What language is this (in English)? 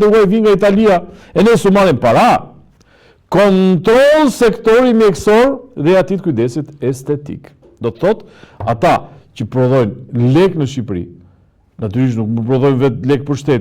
Albanian